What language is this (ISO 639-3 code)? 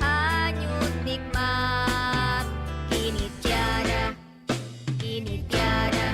nia